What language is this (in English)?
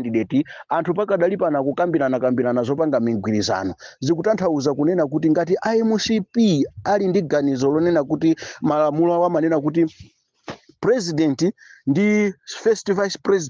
Nyanja